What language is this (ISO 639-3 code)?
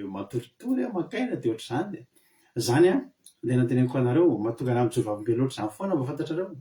mlg